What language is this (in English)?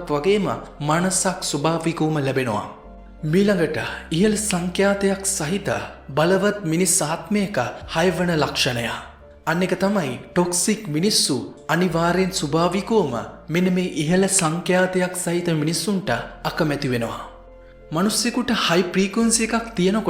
Sinhala